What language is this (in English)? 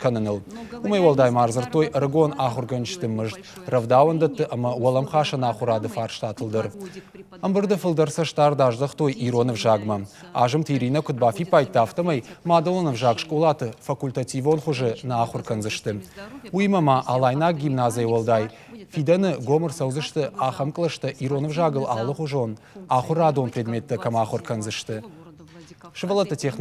Ossetic